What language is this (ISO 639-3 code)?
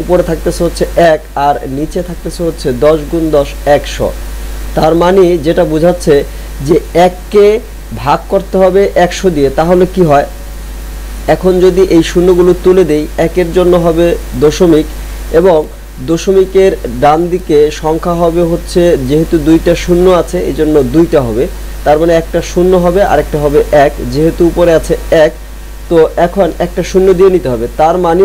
ben